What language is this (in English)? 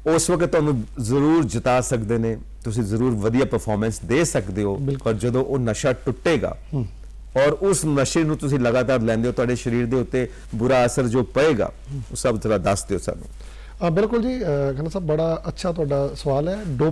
Punjabi